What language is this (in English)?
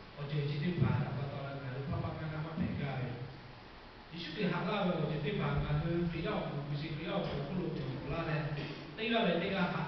Lahu